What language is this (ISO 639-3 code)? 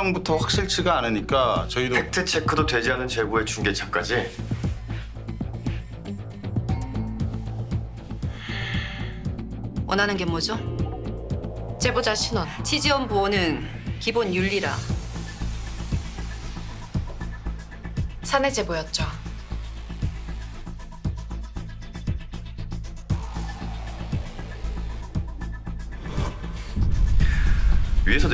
kor